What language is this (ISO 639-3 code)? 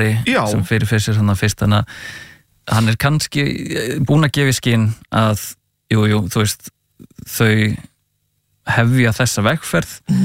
isl